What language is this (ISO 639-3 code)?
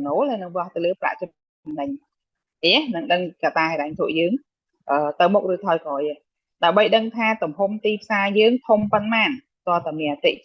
khm